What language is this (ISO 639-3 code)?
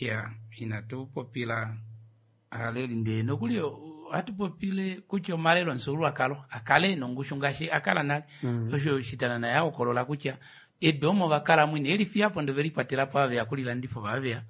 kua